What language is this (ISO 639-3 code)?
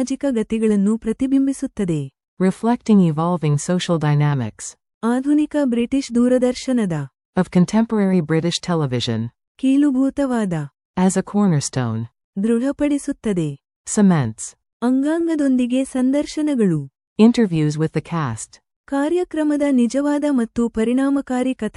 kan